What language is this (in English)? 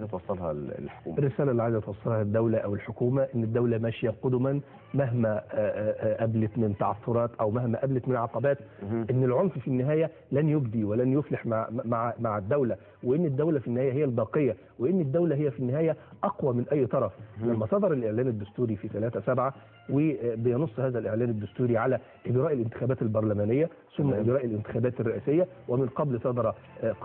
Egyptian Arabic